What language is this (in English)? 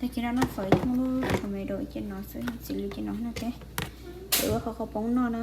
Hmong